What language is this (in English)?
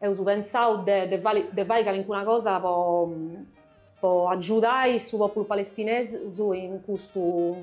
Sardinian